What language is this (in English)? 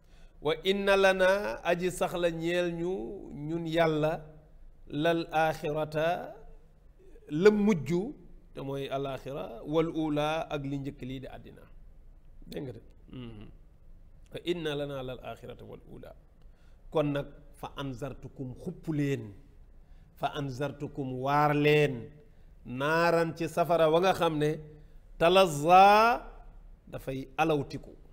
Wolof